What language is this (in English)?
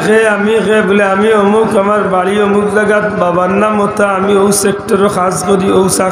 Sylheti